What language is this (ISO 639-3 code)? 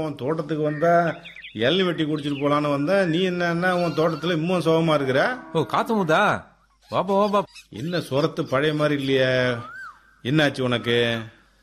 tam